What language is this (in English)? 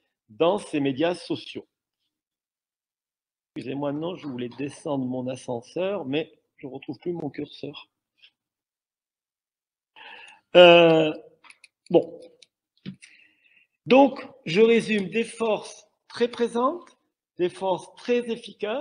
French